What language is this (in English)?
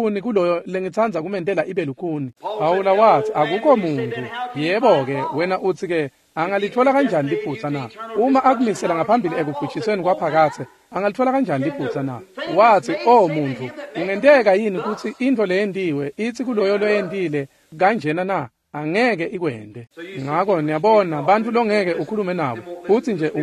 Swati